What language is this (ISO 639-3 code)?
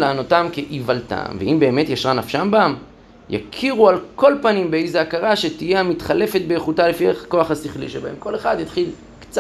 heb